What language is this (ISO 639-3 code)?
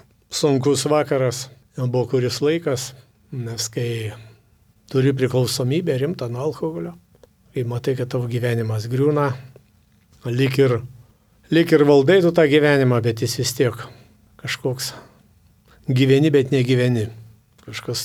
lit